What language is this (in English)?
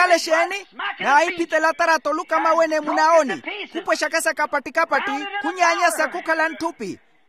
Makhuwa